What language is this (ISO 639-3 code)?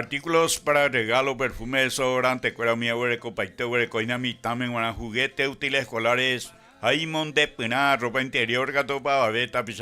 grn